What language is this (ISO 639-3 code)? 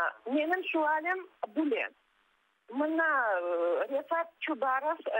crh